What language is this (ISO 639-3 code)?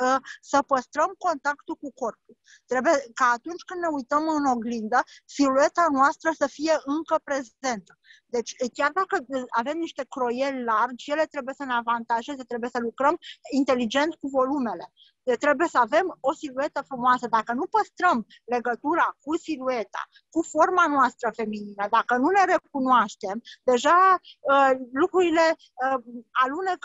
ron